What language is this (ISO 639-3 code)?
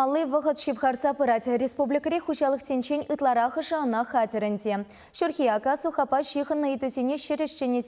chv